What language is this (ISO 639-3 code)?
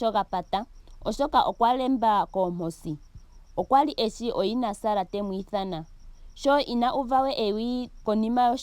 ndo